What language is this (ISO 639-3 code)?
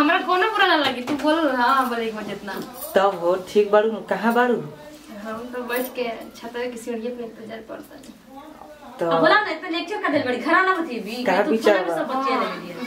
bho